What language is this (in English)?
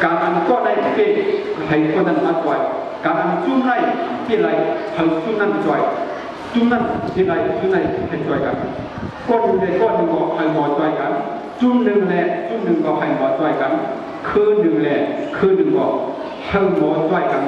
Shan